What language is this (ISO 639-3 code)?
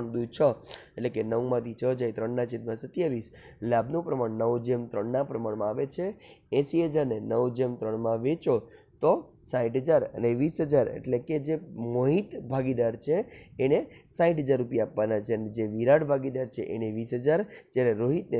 guj